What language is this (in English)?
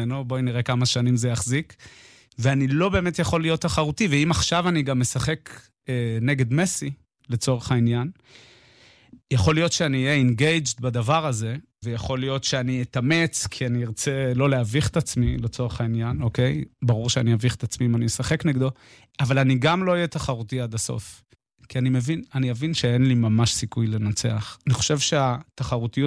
Hebrew